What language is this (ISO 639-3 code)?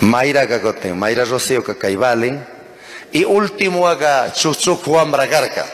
qug